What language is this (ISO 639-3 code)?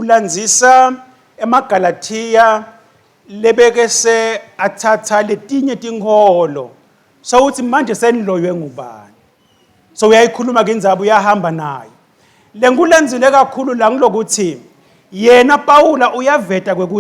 ssw